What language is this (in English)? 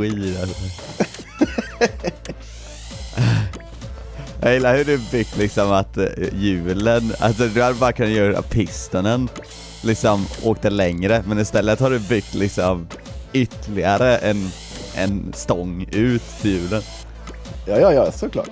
Swedish